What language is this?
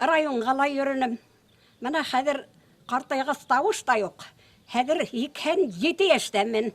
Bashkir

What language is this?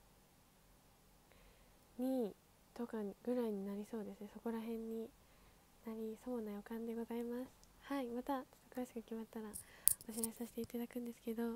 Japanese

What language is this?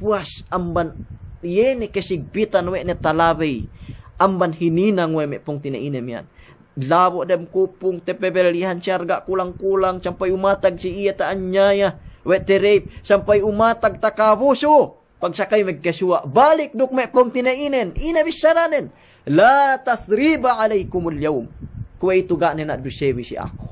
Yakan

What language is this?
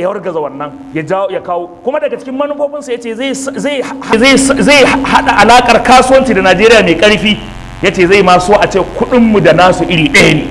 Hausa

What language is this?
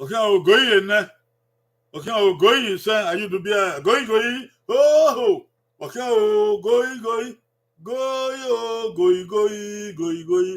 Bini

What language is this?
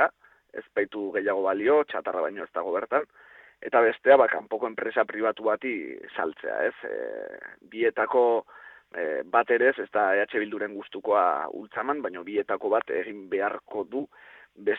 Basque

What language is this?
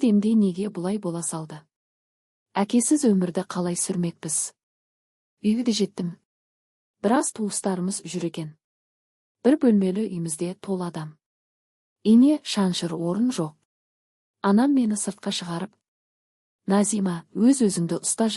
Kazakh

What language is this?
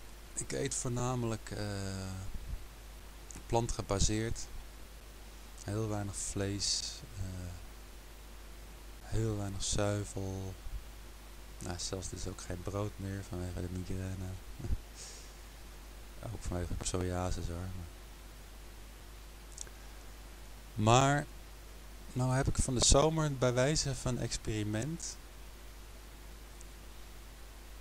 Dutch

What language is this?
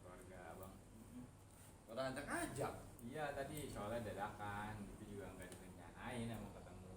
Betawi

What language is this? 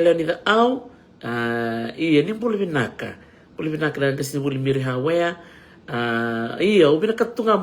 Fijian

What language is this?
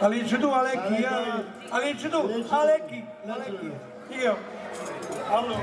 Neapolitan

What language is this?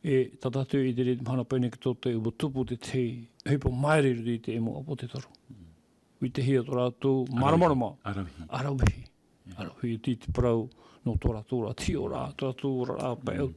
Tahitian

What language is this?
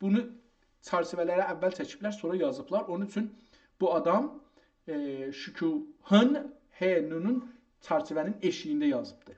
South Azerbaijani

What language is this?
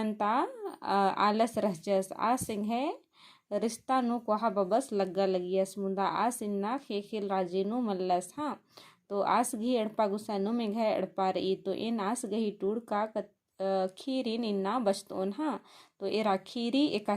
Kurukh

